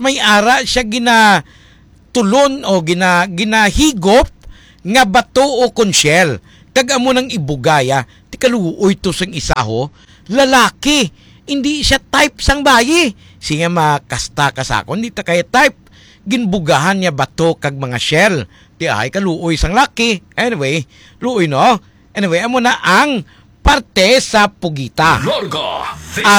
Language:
Hiligaynon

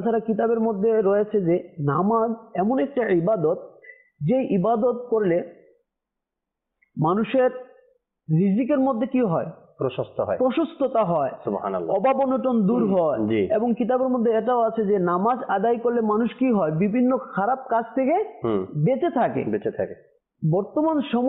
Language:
Bangla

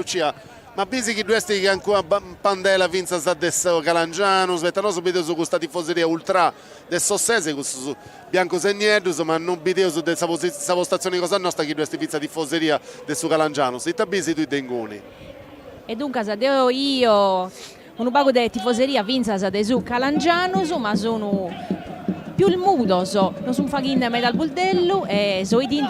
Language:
Sardinian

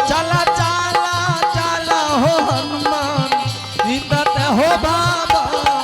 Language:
Angika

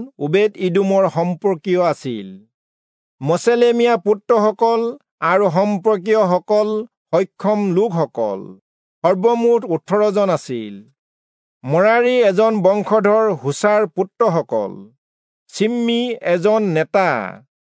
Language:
Assamese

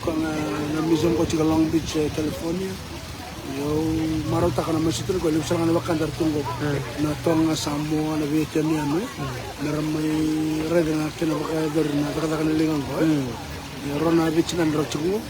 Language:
Fijian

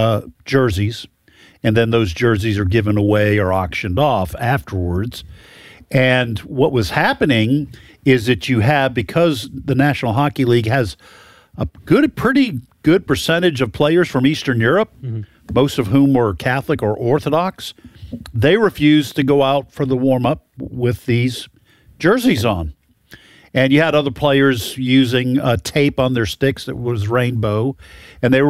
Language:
English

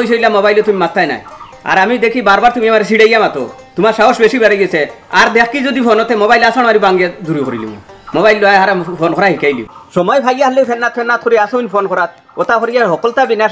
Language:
Sylheti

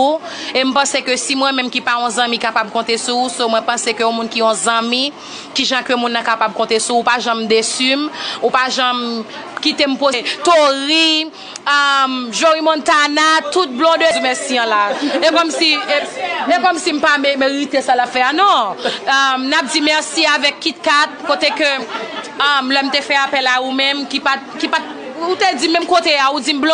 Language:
Haitian Creole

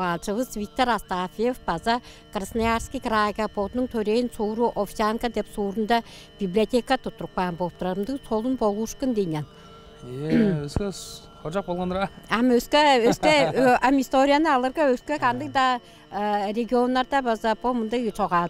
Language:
Tuvinian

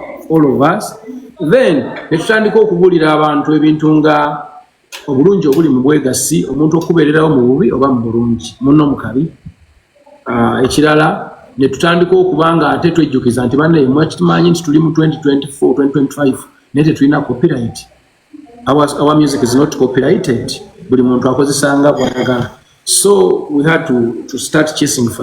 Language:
Ganda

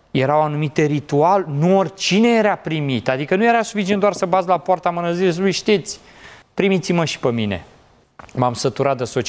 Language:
Romanian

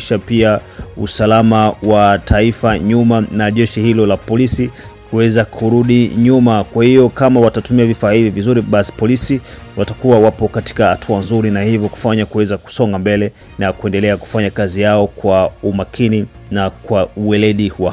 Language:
Swahili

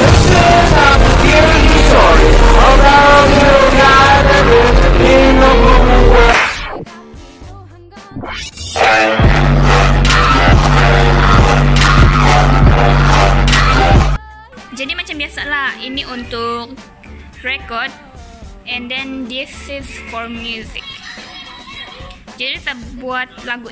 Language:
Malay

